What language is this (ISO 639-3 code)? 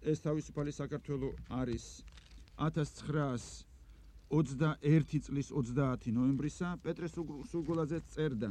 kat